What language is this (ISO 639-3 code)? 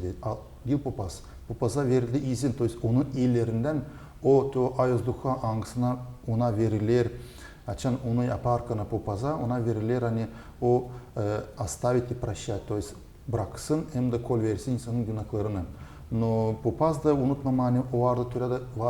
gag